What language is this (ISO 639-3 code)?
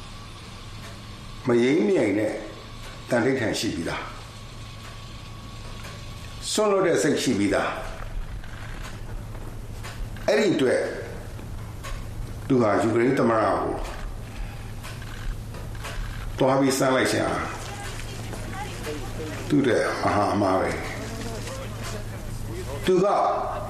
mya